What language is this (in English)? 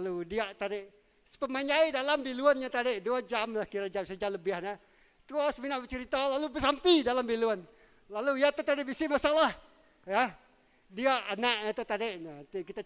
Iban